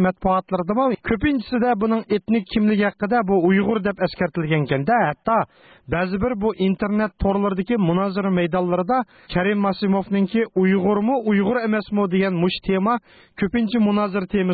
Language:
Uyghur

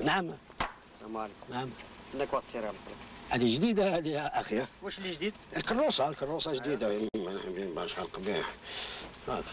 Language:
Algerian Arabic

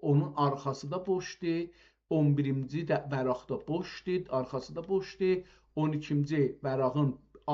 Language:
South Azerbaijani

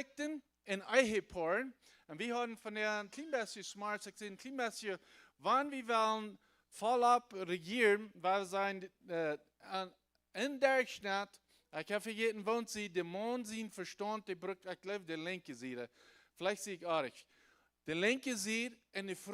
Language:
Plautdietsch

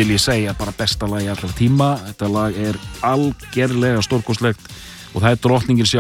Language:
Icelandic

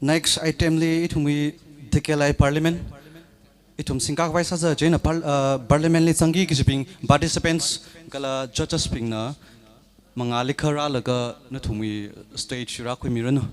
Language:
Tangkhul Naga (India)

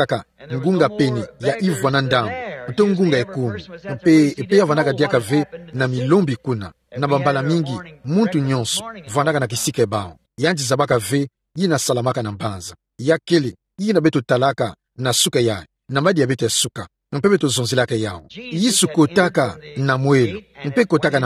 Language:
Kituba (Democratic Republic of Congo)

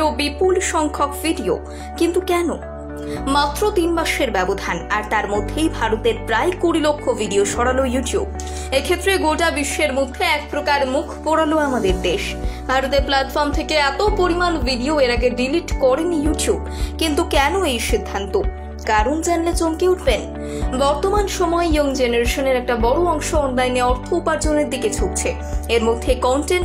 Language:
Bangla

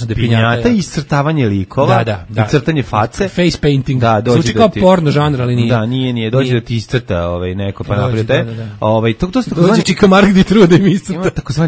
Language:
Serbian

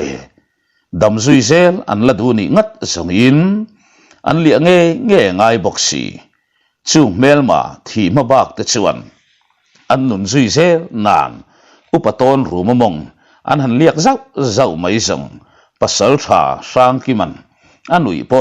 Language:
Mizo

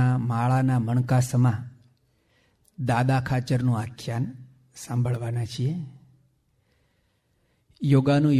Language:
Gujarati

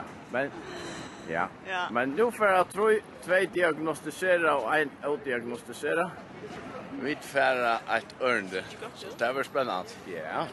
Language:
Faroese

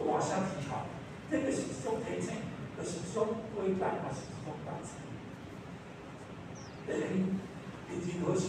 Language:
Min Nan Chinese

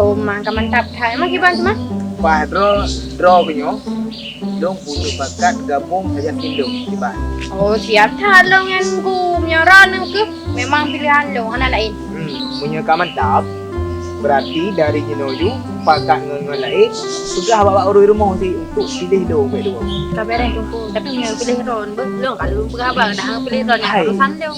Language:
Achinese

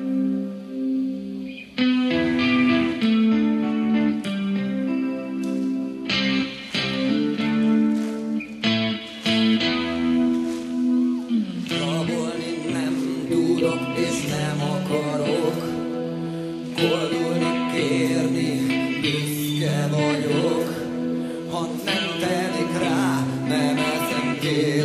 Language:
Hungarian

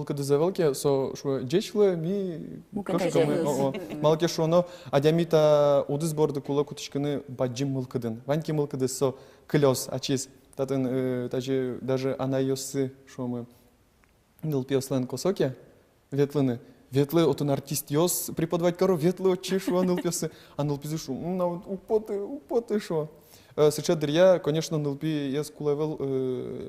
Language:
Udmurt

